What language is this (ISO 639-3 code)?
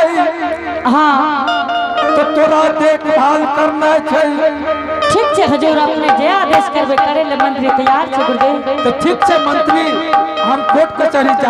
anp